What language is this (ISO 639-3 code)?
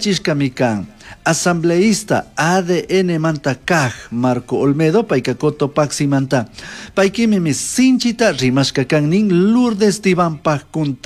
qug